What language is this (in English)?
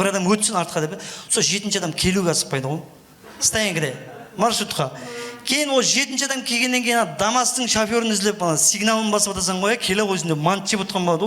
Kara-Kalpak